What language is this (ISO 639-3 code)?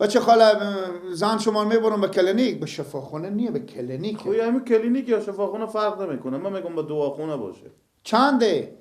fas